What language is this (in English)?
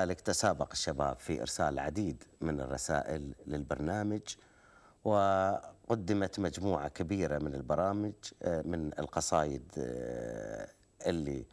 Gulf Arabic